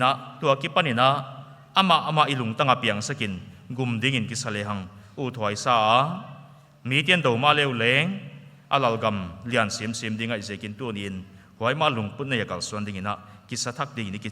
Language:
Paite Chin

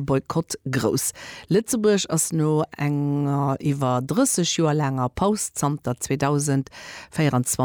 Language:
Luxembourgish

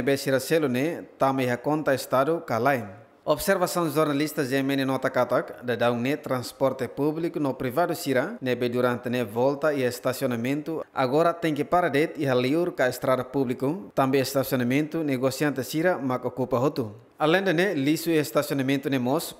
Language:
Tetum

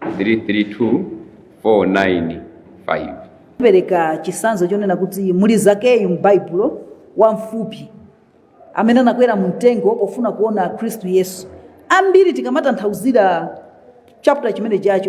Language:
Nyanja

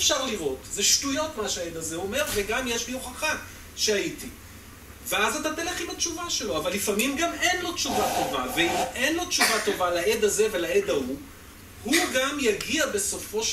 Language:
Hebrew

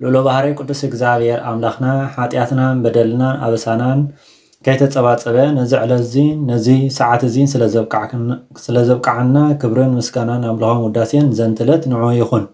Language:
Tigrinya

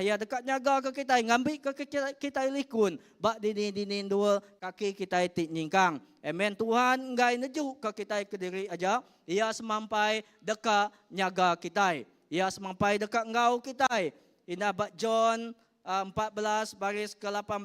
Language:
Iban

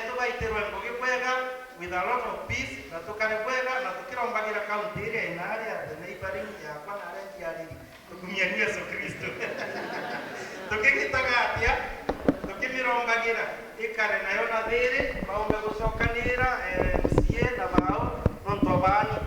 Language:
Meru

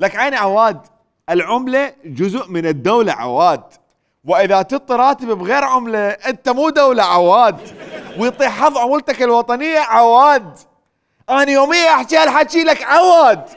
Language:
Mesopotamian Arabic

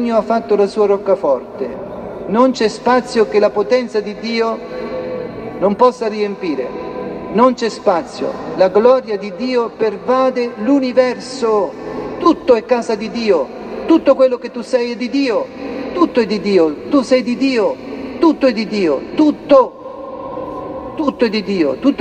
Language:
Italian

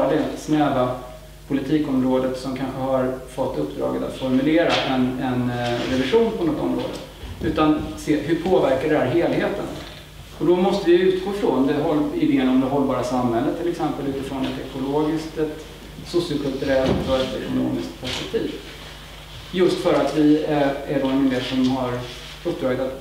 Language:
Swedish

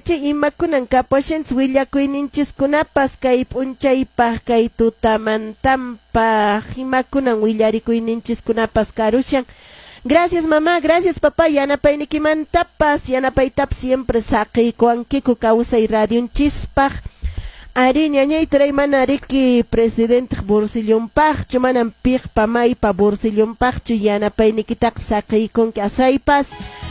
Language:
Quechua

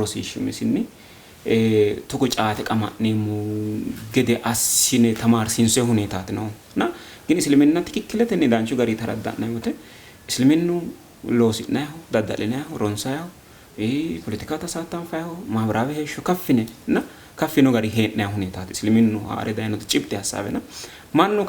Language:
Sidamo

